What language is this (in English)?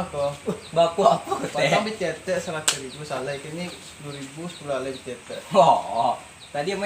Minangkabau